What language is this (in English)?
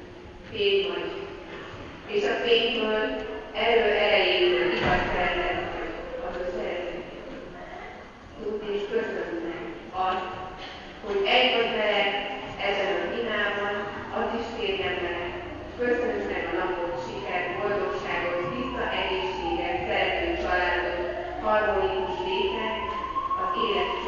Hungarian